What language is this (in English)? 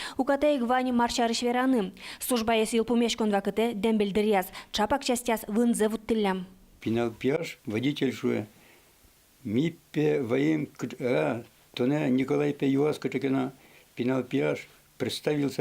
Udmurt